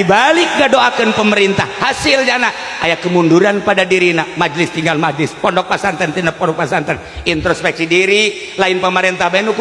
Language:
Sundanese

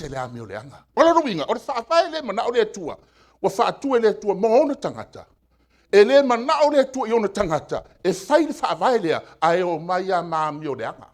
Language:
Samoan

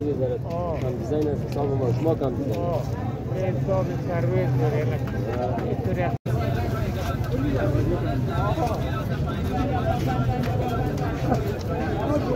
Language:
Persian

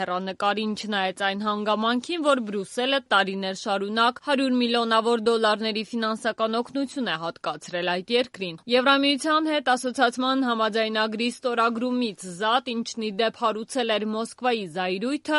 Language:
Armenian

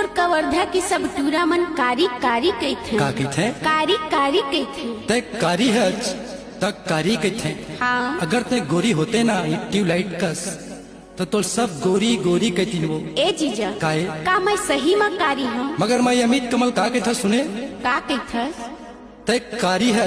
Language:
Chhattisgarhi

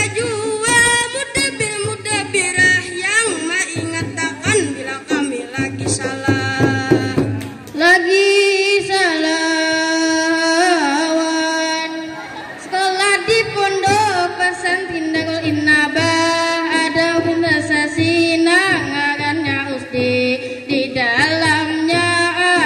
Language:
Banjar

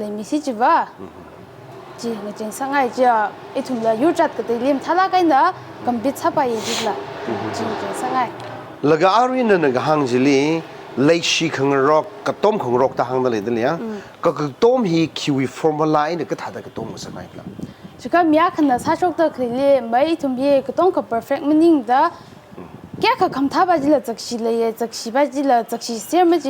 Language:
Tangkhul Naga (India)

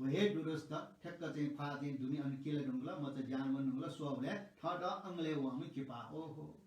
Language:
Newari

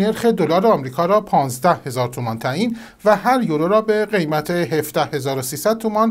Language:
Persian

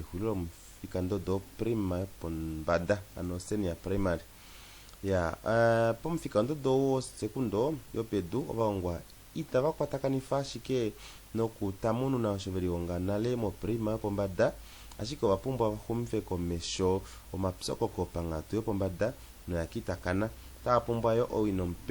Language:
Kuanyama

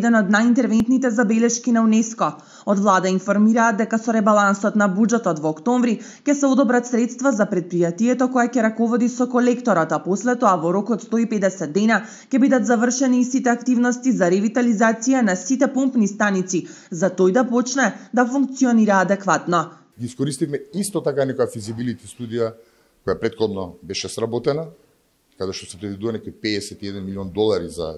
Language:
Macedonian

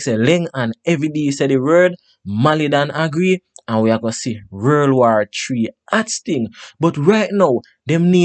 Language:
Jamaican Creole English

